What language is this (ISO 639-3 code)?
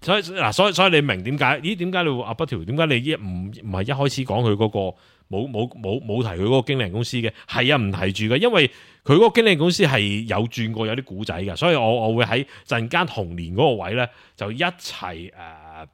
yue